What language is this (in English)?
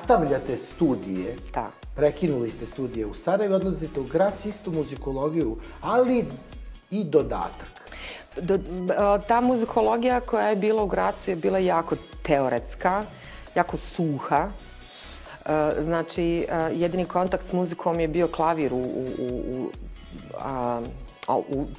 Bosnian